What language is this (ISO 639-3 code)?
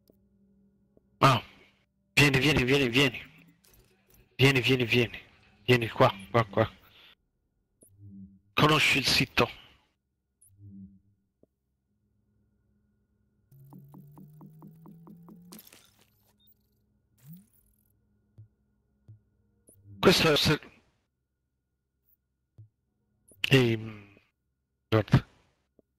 ita